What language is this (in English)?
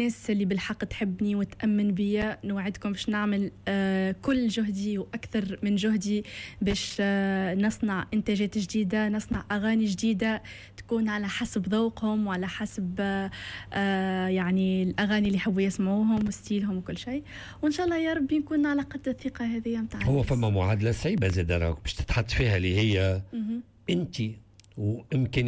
Tunisian Arabic